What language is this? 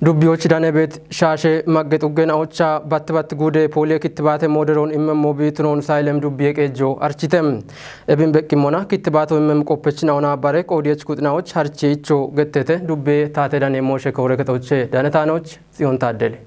Kafa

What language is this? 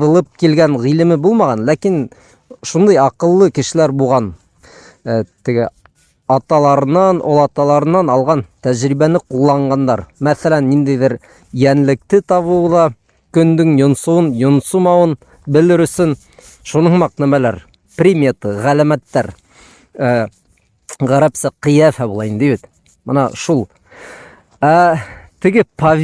Bashkir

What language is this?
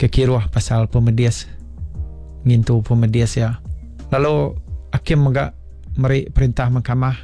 Iban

